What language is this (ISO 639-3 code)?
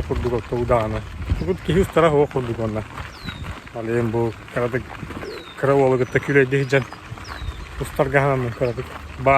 sah